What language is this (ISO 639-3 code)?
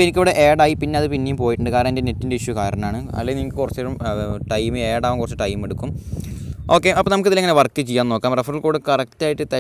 mal